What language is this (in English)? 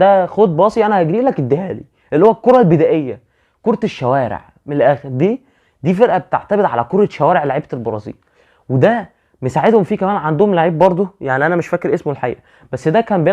Egyptian Arabic